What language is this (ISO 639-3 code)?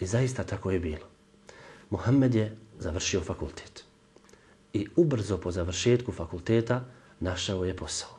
bos